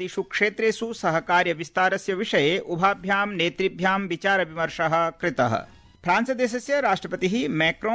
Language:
Sanskrit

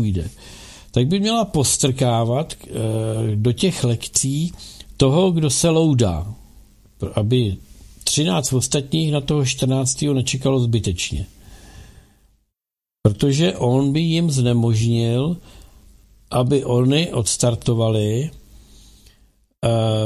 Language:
Czech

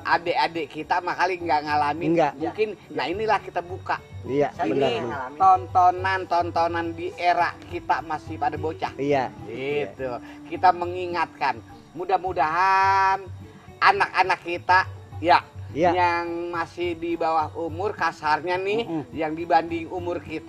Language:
Betawi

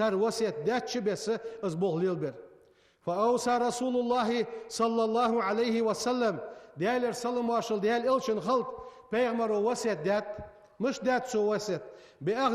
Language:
Ingush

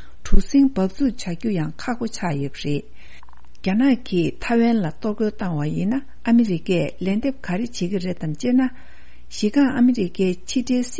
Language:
Tibetan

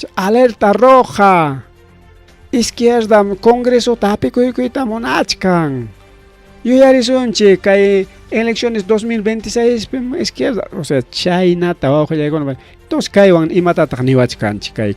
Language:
Ayacucho Quechua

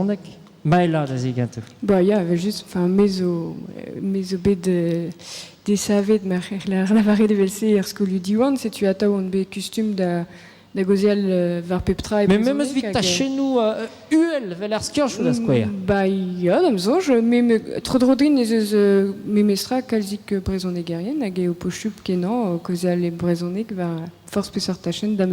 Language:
Breton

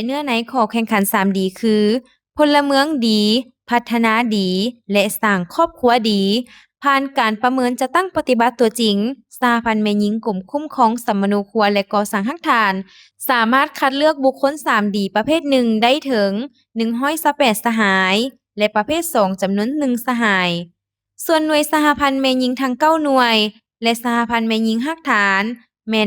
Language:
Lao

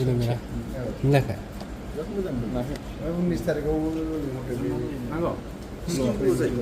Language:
Bodo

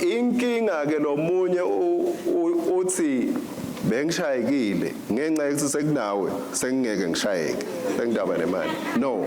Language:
Swati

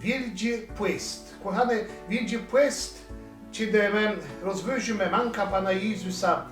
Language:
Kashubian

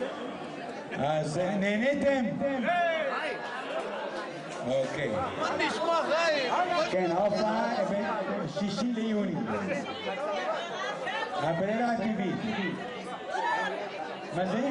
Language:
Hebrew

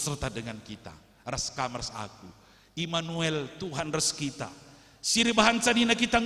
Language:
Batak Karo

